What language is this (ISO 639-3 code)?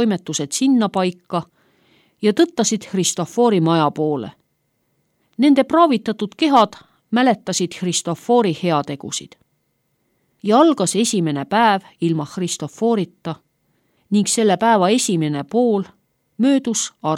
est